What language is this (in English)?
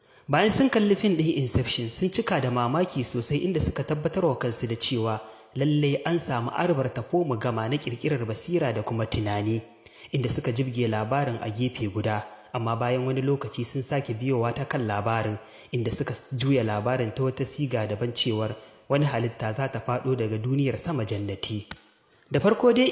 Hausa